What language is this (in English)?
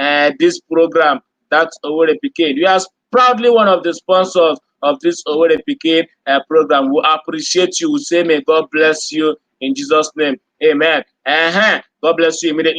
Igbo